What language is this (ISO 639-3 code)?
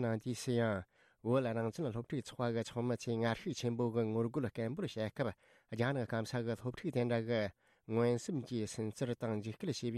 bod